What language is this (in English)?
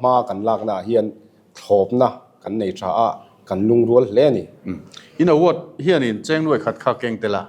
Mizo